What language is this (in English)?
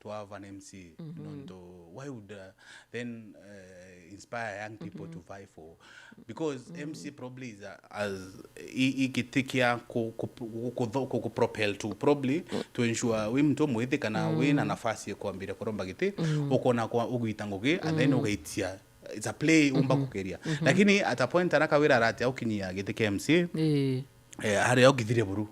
Meru